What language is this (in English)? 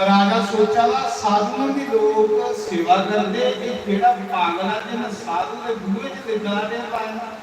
Dogri